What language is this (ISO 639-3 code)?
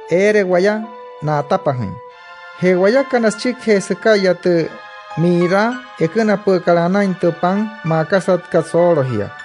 guc